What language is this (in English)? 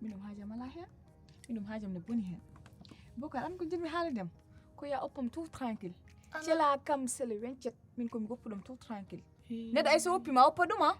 Fula